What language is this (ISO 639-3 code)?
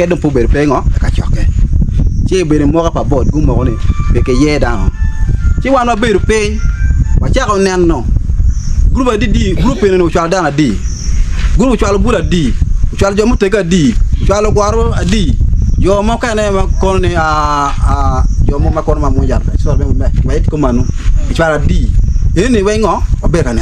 ach